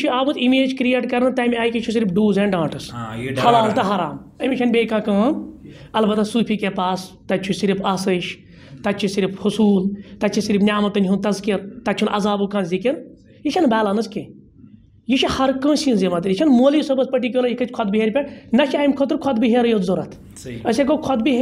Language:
Kashmiri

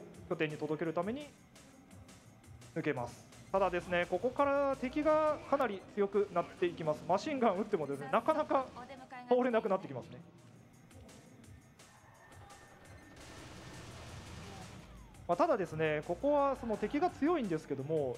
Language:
Japanese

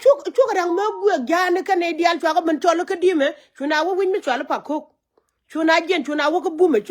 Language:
Nuer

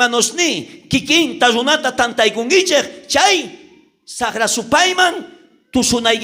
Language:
South Bolivian Quechua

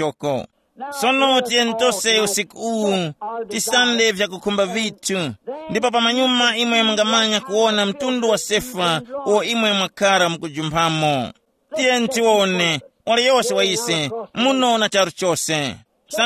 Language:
Tumbuka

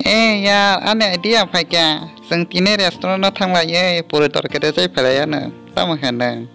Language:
Kok Borok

